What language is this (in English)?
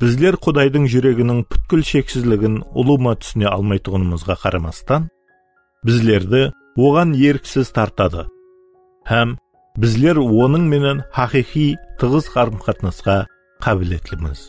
Kara-Kalpak